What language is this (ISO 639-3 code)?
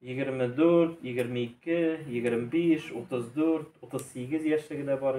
tat